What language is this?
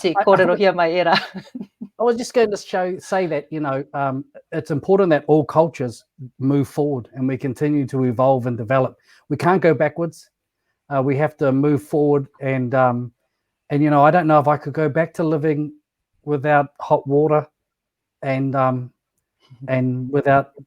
Māori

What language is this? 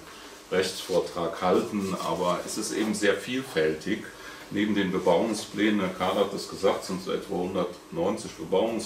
German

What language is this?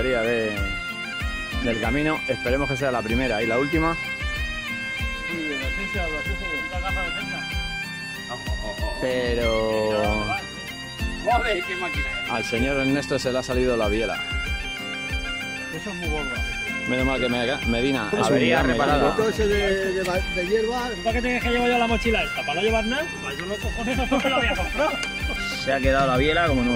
Spanish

